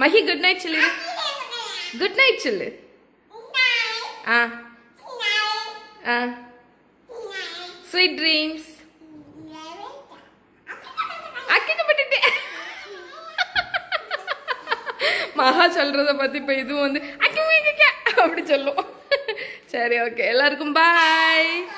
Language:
Tamil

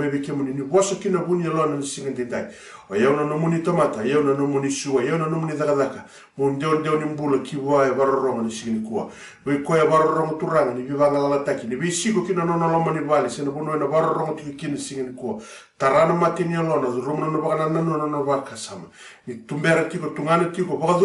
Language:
Fijian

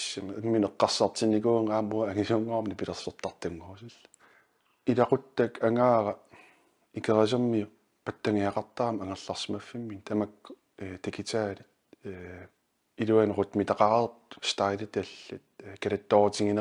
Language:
Kalaallisut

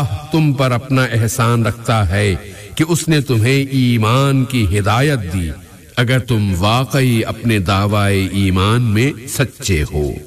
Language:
Urdu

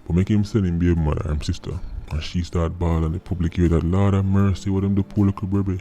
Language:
Jamaican Creole English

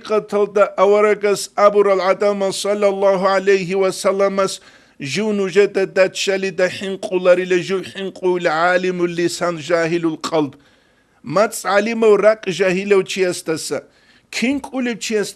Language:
Avaric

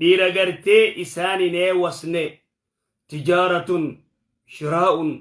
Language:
Oromo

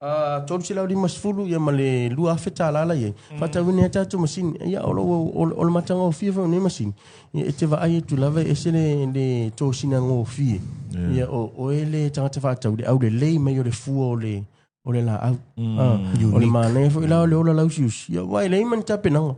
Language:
Samoan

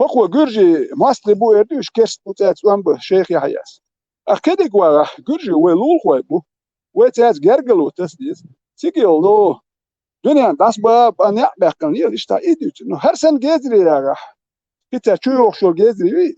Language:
Chechen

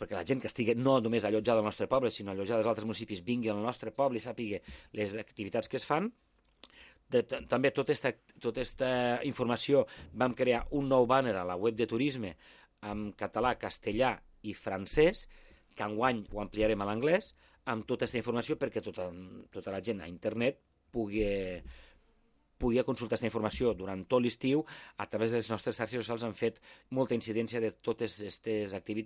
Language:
Catalan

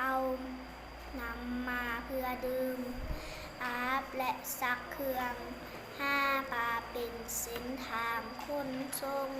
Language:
Lao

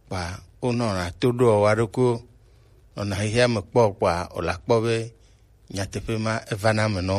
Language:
Gen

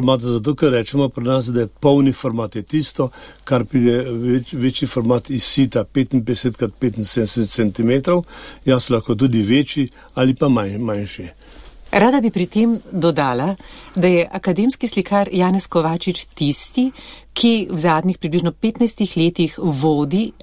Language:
Slovenian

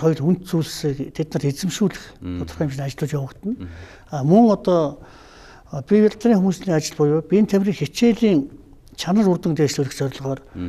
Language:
Mongolian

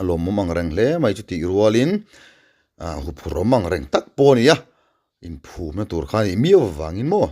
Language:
Mizo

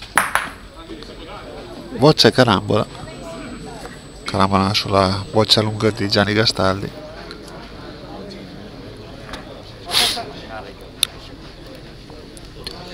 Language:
Italian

